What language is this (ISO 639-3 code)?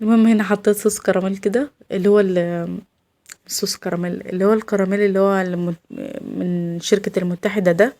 arz